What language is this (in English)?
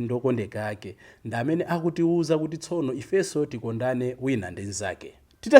Nyanja